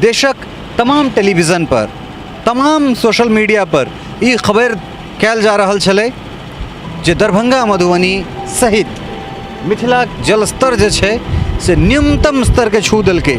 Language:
Maithili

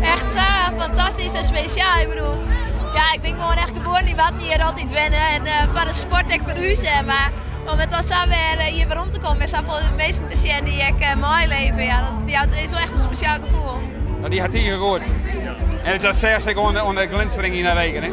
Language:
Western Frisian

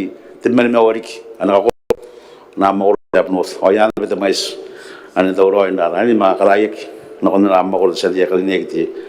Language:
Gilbertese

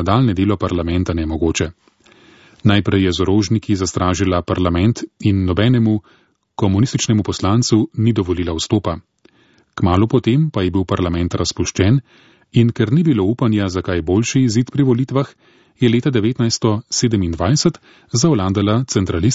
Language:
Slovenian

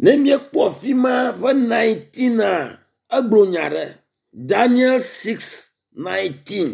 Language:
Ewe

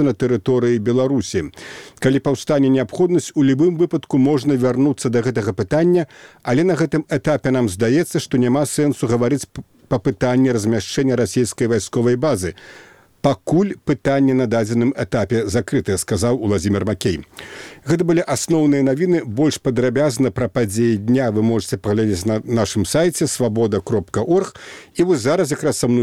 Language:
Belarusian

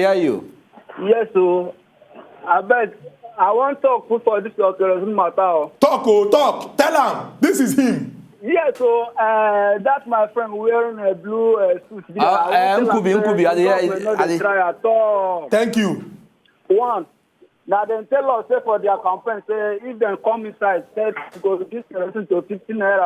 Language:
Nigerian Pidgin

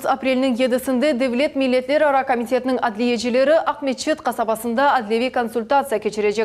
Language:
Crimean Tatar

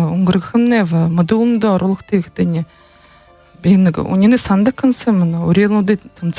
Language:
Buriat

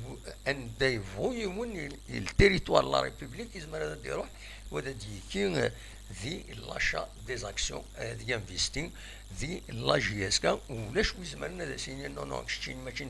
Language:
Kabyle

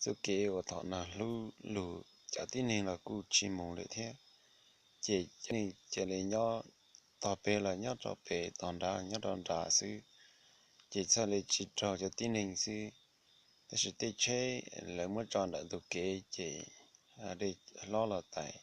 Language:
Hmong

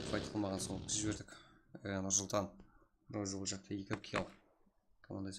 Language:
Kara-Kalpak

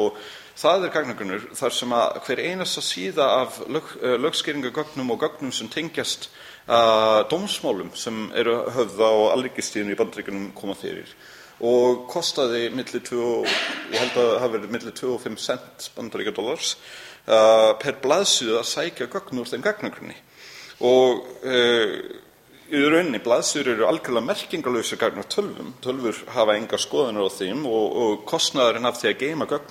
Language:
Icelandic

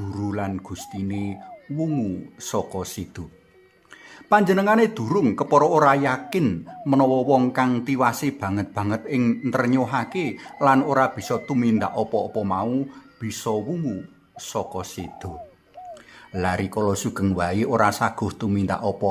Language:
Javanese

